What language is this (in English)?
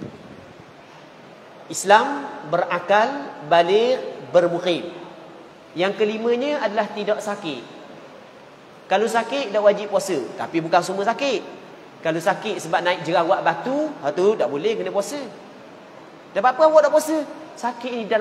Malay